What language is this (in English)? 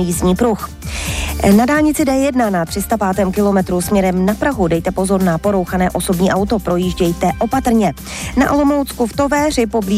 Czech